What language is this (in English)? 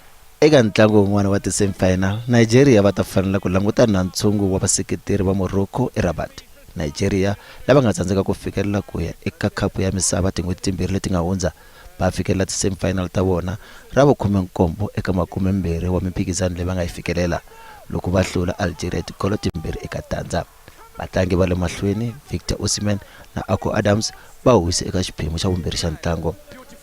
Tsonga